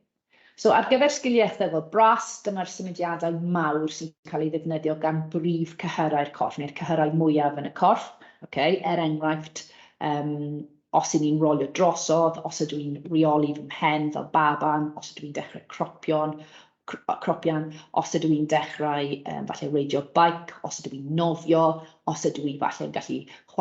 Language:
Welsh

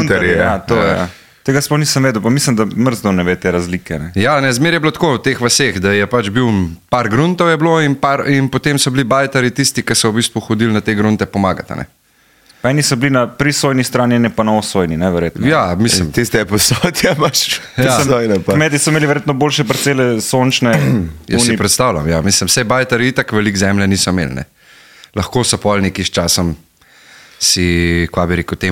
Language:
Slovenian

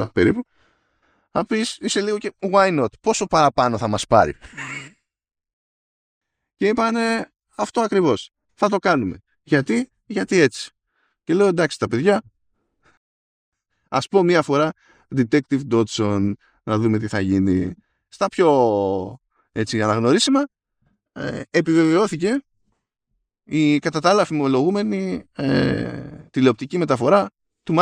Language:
Greek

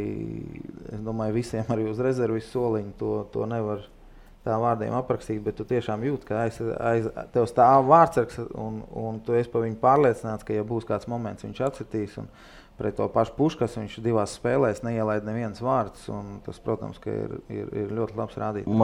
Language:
Latvian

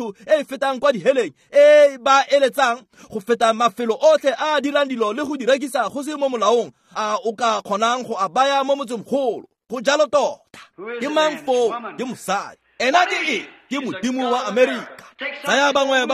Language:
Tswana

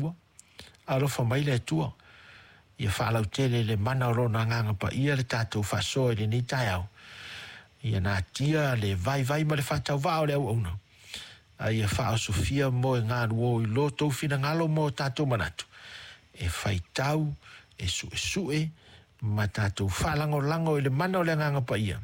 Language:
Samoan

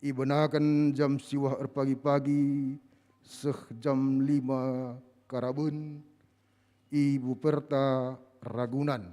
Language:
Batak Karo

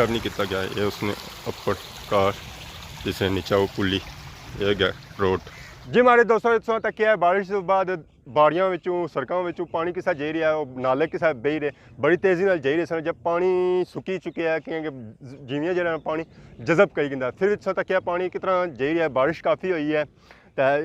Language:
Pahari-Potwari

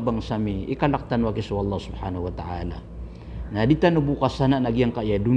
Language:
Maranao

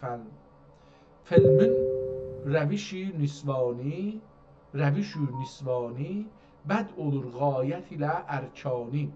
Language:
South Azerbaijani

